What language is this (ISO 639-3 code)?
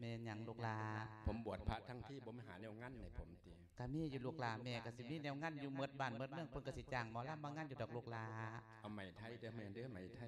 lao